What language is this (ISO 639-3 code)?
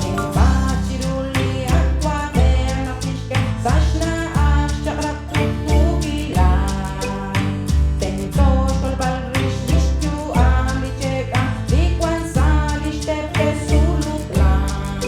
kek